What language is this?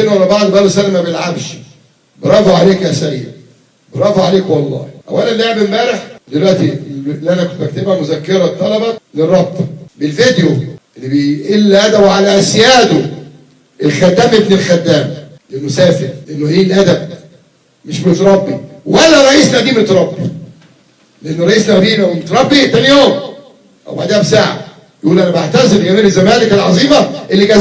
Egyptian Arabic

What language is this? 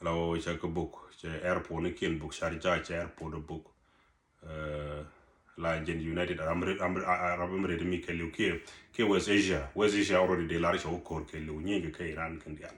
Nuer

